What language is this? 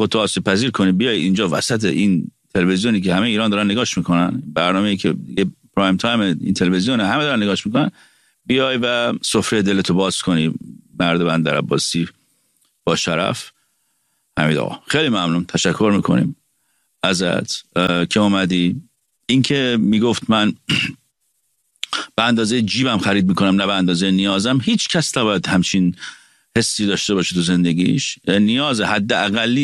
Persian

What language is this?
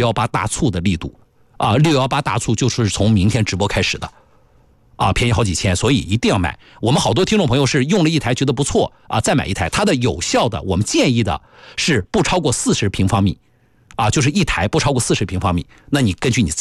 Chinese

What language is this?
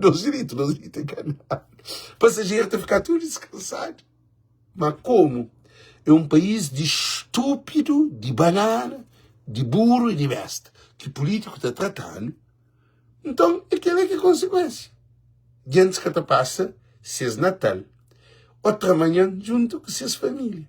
Kabuverdianu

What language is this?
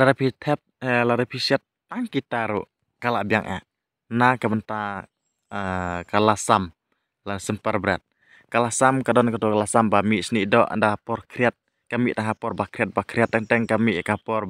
Khasi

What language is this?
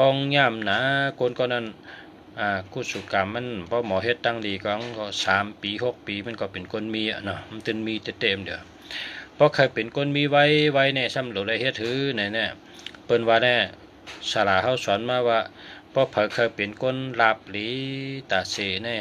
Shan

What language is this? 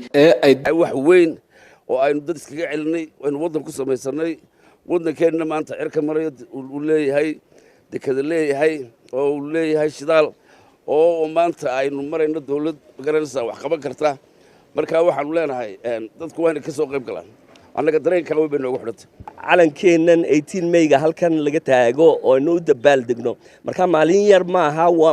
Somali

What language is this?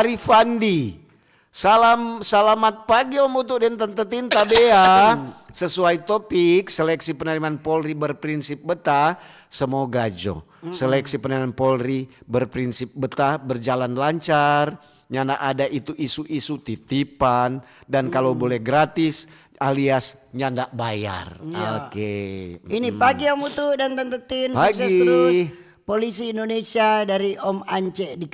Manado Malay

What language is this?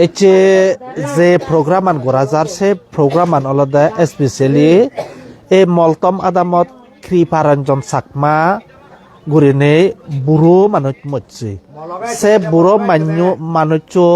Chakma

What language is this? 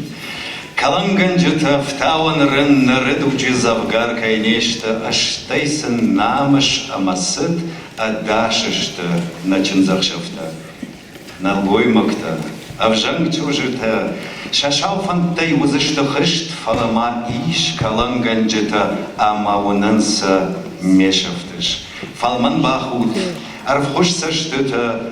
Ossetic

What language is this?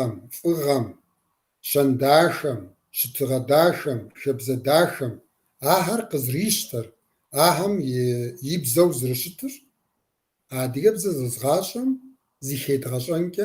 Kabardian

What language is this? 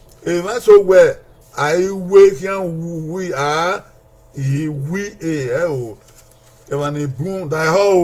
Bini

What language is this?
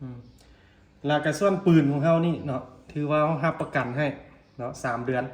Lao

